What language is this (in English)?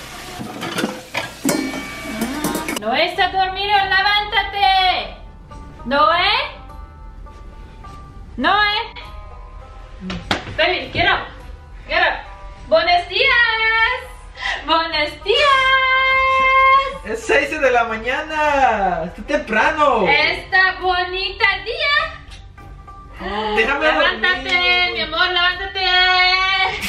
Spanish